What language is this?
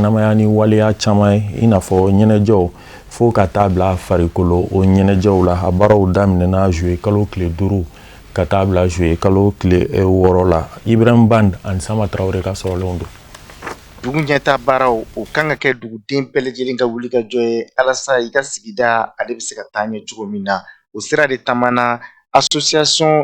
Bambara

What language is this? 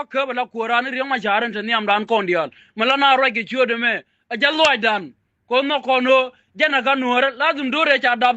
Nuer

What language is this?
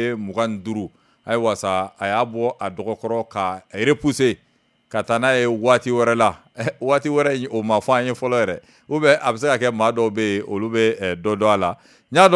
Bambara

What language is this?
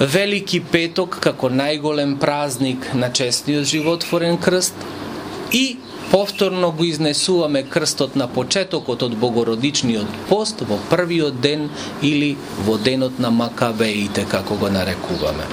Macedonian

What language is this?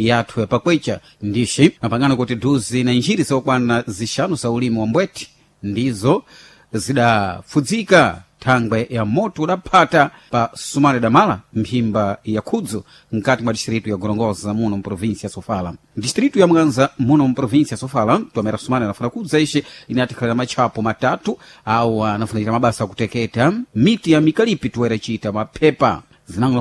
Sena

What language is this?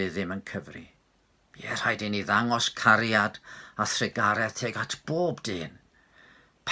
Welsh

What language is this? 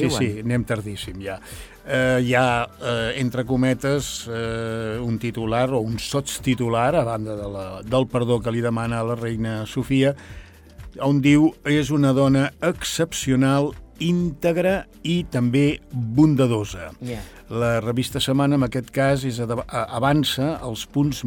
Catalan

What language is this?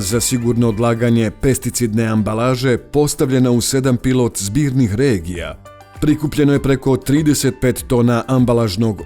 Bosnian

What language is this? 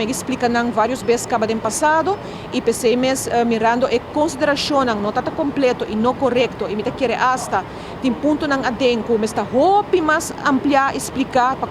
Papiamento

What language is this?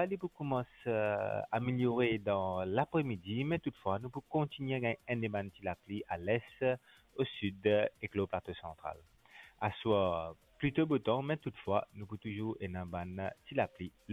Morisyen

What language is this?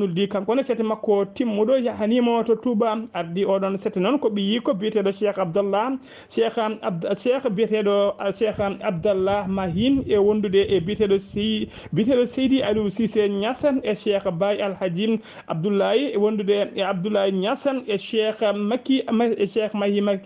Fula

